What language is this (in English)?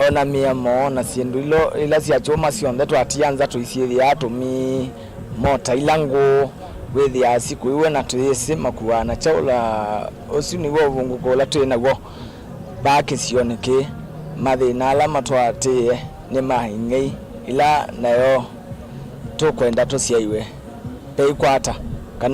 Kamba